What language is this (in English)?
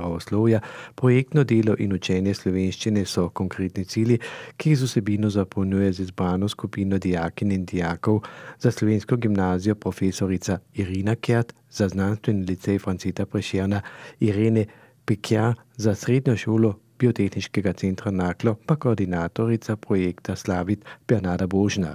Slovenian